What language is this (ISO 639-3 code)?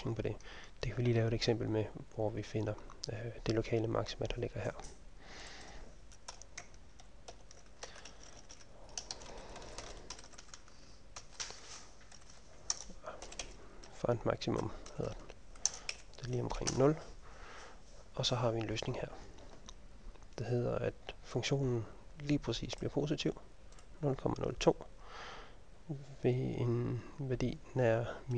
dan